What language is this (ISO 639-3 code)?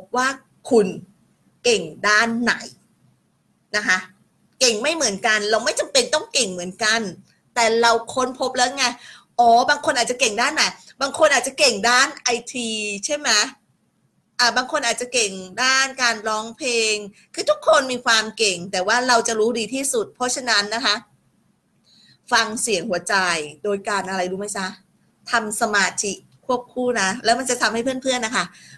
tha